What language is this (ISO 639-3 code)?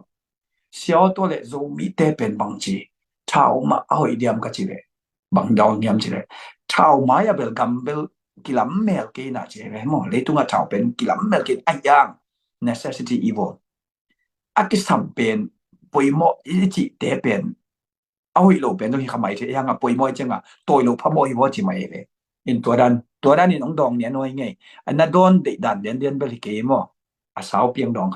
ctd